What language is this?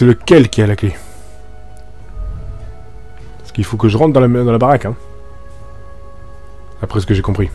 French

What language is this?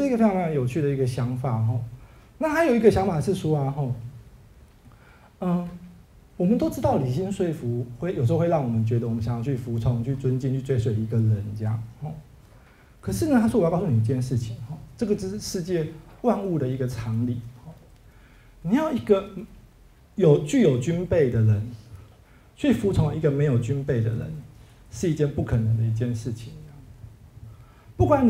Chinese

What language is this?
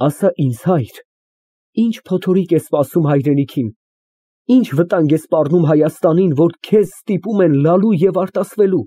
Armenian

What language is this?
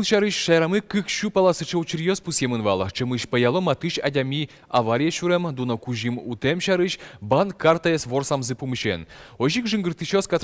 Udmurt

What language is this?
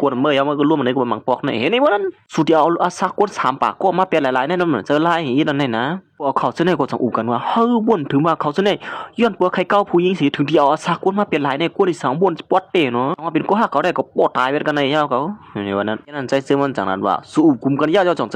Shan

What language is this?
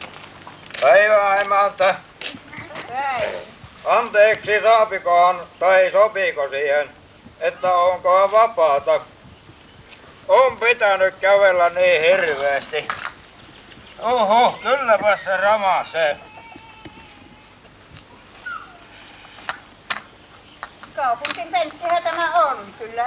Finnish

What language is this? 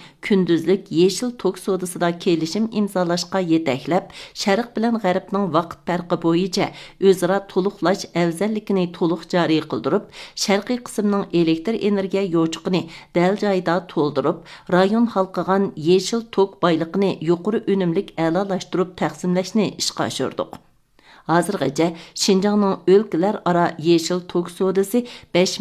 Uyghur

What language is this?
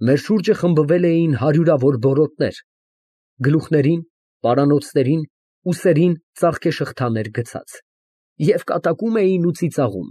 Armenian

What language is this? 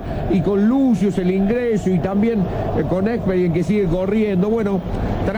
Spanish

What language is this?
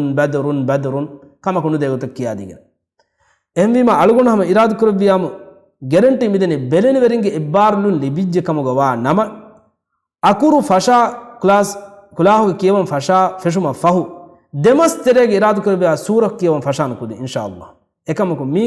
Divehi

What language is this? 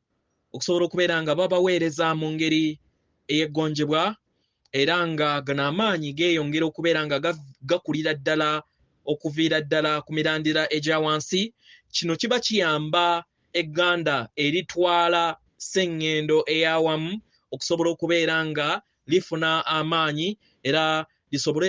Ganda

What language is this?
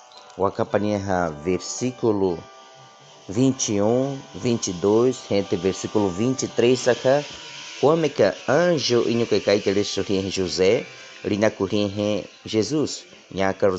Baniwa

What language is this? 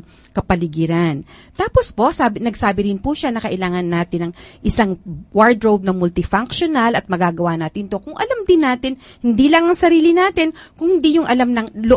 Filipino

